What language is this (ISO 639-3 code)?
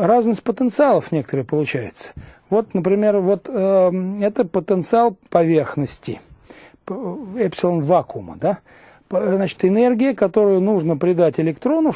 rus